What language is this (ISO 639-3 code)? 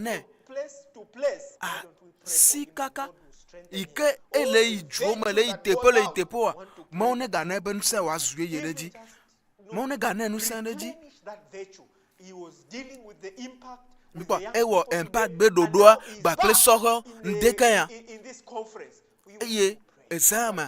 ewe